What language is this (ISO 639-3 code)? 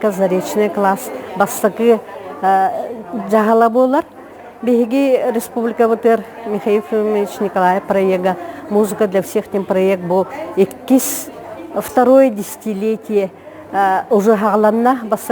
sah